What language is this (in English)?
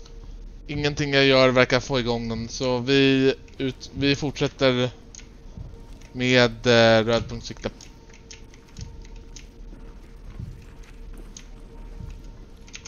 Swedish